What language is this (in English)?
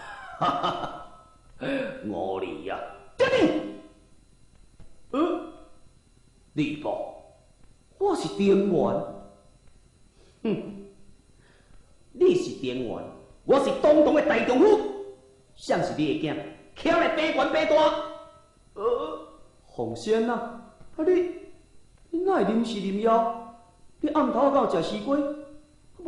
Min Nan Chinese